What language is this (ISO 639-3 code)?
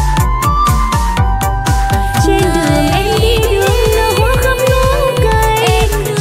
vie